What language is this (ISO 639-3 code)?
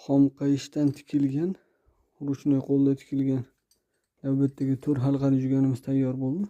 uzb